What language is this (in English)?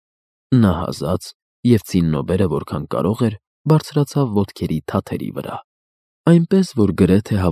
Armenian